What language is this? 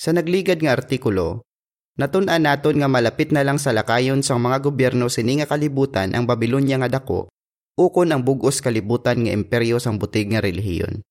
Hiligaynon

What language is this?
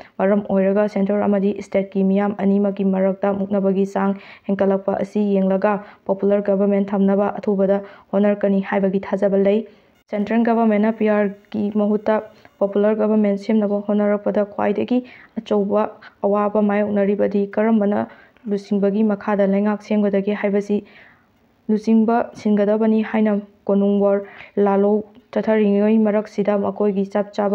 Manipuri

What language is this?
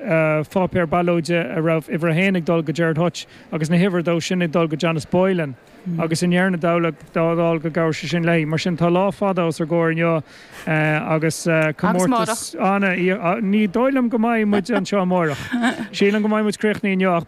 Irish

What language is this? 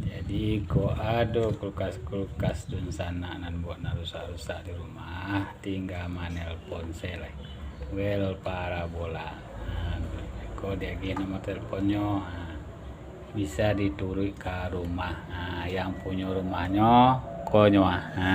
Minangkabau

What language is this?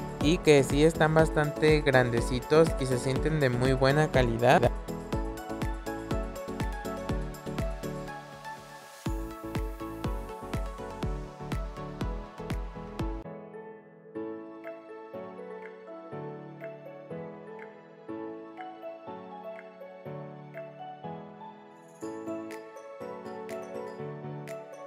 Spanish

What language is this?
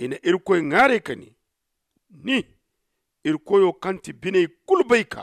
Zarma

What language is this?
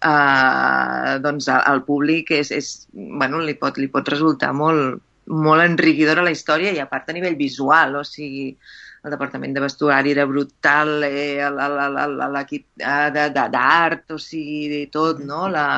Catalan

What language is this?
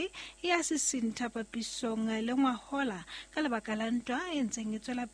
Southern Sotho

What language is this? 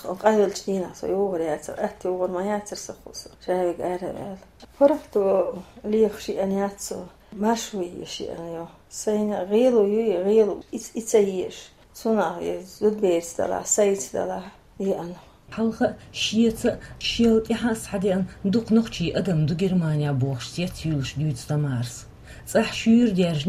Chechen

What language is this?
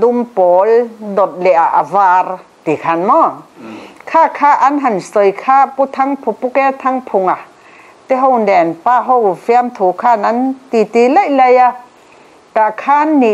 Mizo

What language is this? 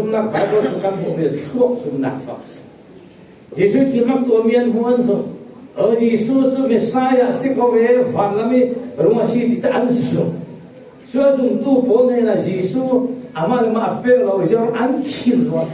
Falam Chin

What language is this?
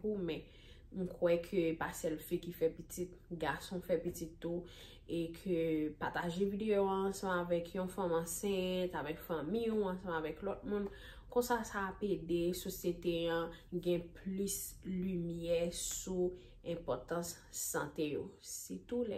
Haitian Creole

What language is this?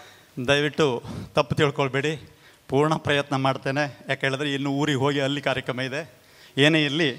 Kannada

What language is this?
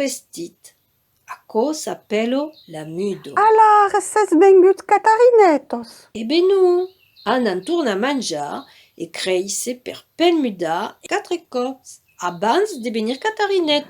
Occitan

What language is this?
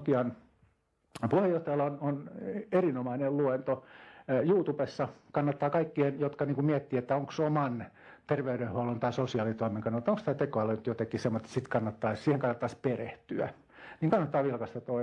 Finnish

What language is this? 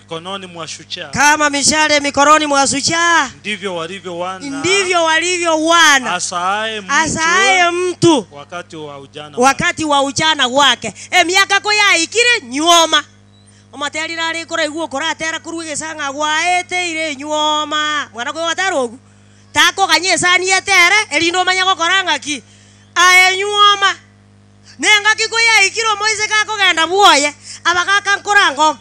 Gusii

